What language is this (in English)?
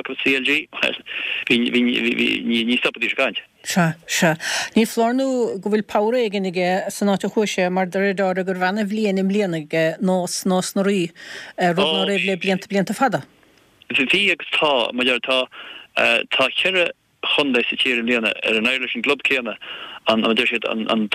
Irish